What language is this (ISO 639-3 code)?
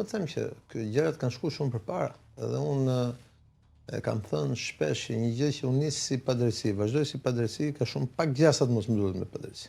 sqi